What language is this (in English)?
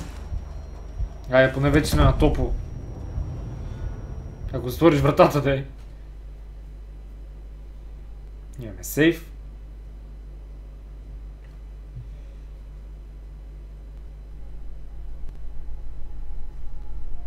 Bulgarian